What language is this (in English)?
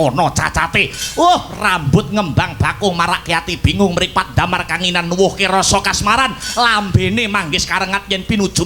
Javanese